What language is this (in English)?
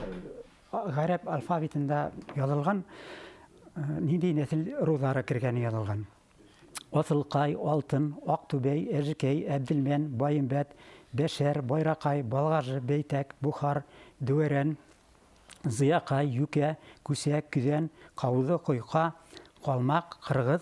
Bashkir